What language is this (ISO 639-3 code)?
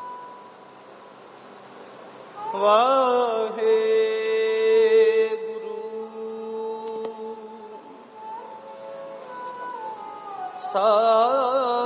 pan